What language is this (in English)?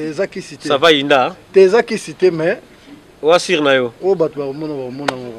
Lingala